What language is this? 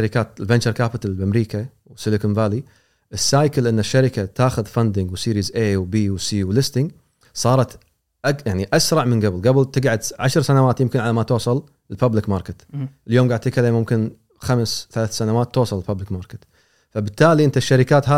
Gulf Arabic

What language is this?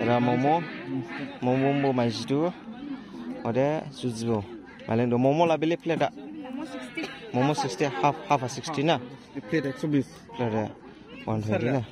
Dimasa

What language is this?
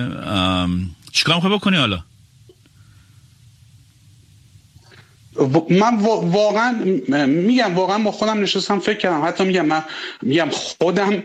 Persian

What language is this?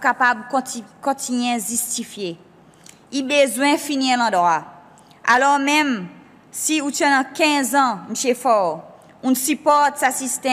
Seselwa Creole French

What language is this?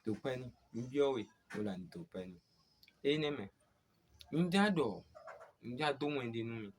Fon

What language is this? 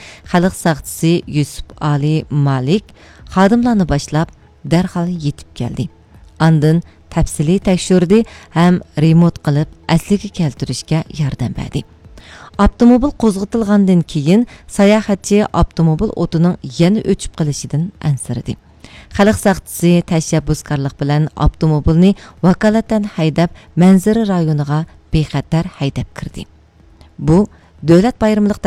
Uyghur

